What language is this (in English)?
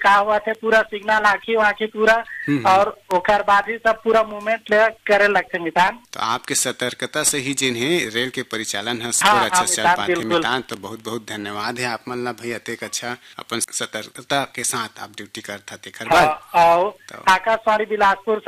Chhattisgarhi